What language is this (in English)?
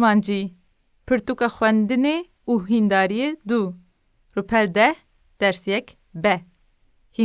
Kurdish